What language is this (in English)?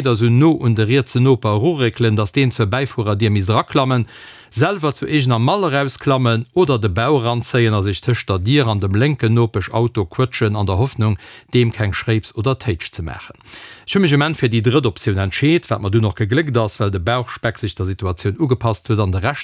Luxembourgish